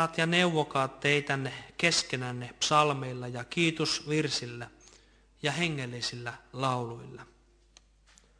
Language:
Finnish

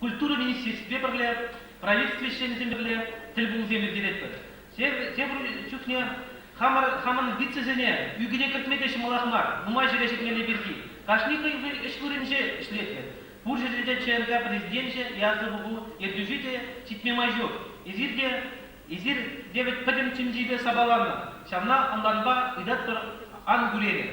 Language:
Chuvash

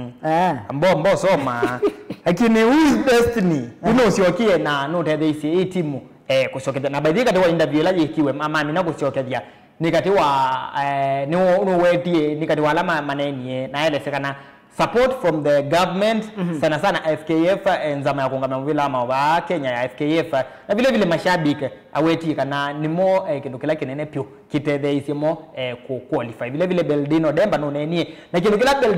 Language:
Kamba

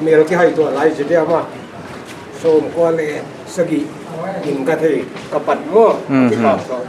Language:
Paite Chin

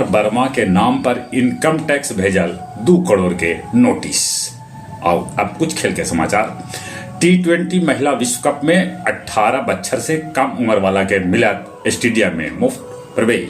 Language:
Magahi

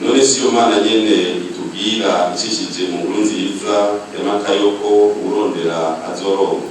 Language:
Rundi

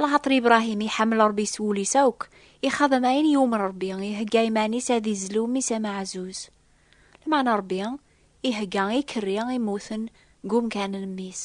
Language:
Kabyle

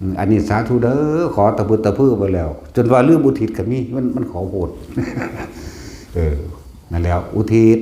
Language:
Lao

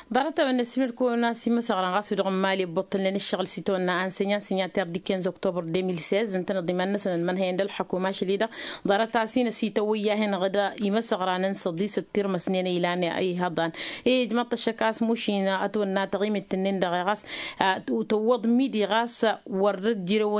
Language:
Tamasheq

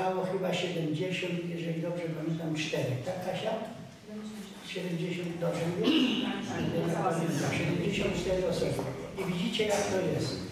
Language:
Polish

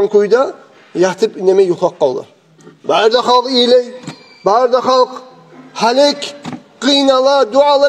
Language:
Kumyk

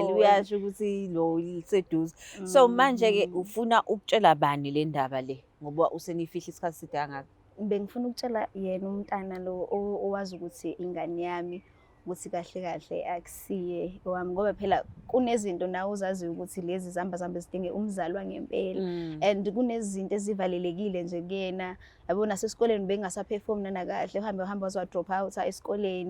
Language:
Zulu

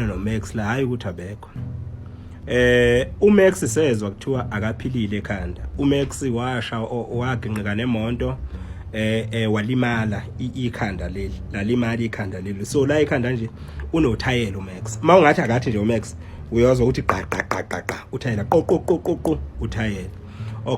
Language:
Zulu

